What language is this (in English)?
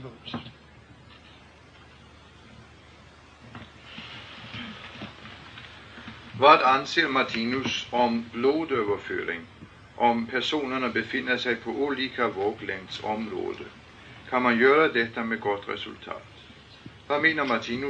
Danish